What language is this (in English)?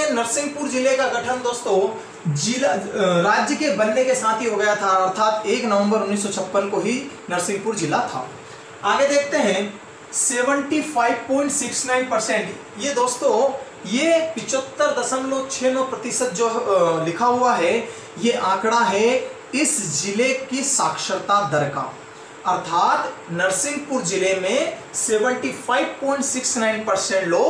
Hindi